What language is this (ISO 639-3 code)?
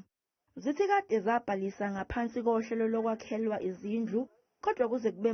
zul